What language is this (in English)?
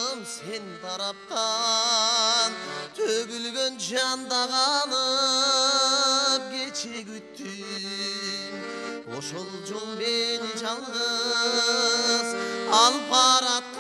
Kyrgyz